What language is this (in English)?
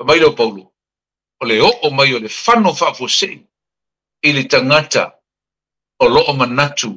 Samoan